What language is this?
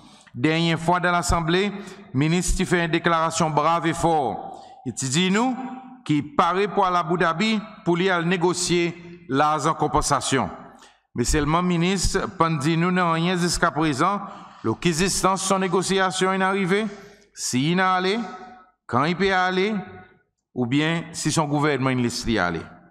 Seselwa Creole French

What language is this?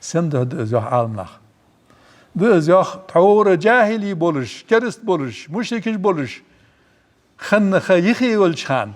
Ingush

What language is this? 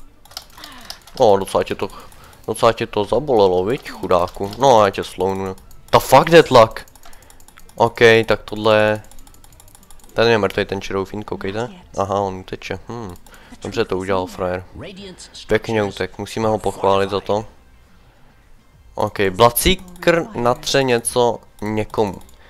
Czech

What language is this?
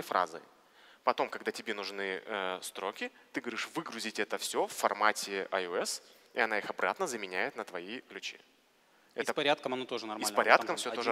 Russian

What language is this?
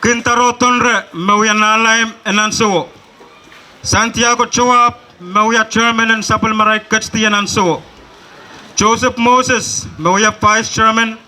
Pohnpeian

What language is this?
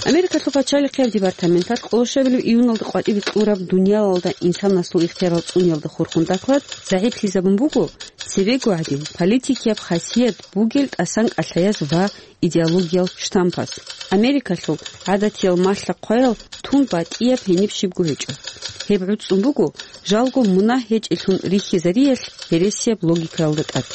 Avaric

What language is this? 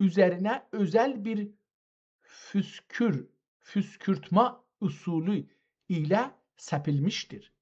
South Azerbaijani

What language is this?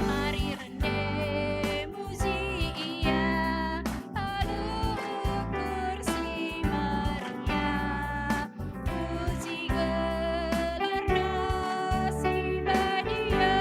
Batak Karo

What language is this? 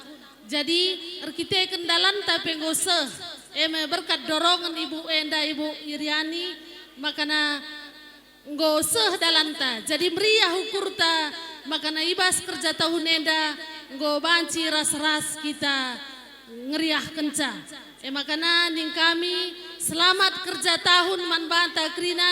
Batak Karo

